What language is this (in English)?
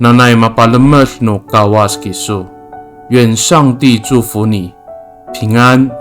Amis